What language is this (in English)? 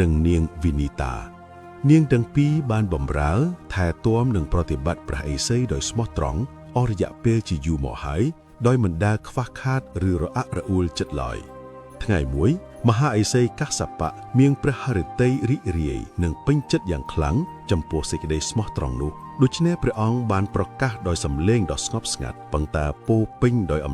Khmer